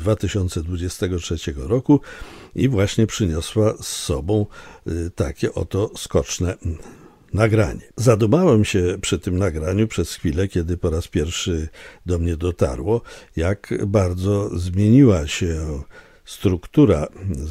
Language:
Polish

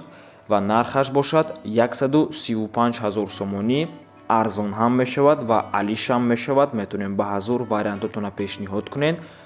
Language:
Tajik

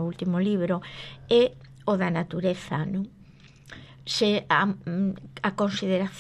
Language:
Galician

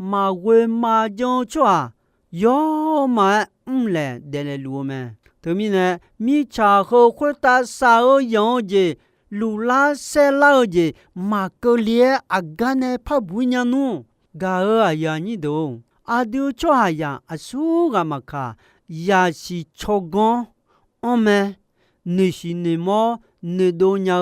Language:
Akha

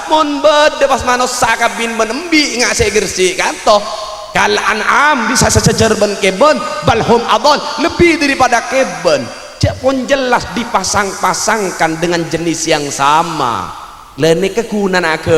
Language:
Madurese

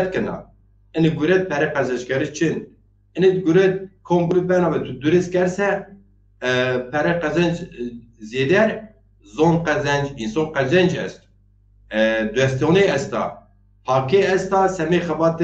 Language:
Zaza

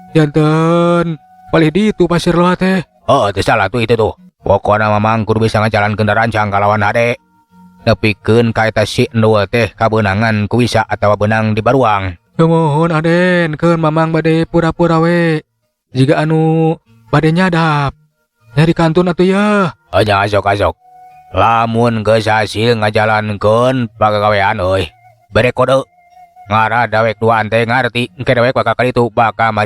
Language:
Sundanese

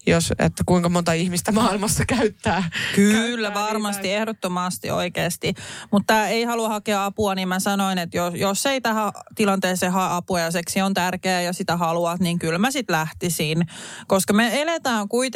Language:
Finnish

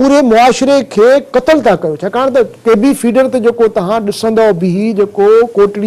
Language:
Sindhi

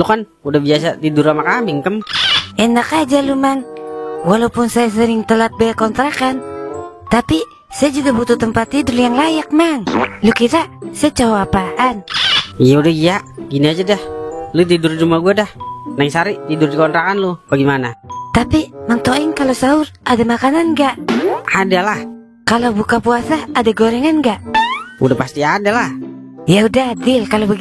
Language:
Betawi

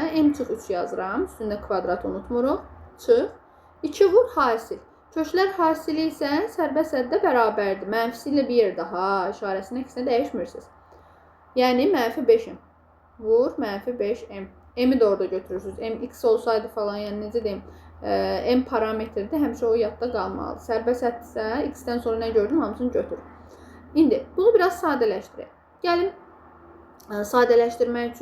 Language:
Azerbaijani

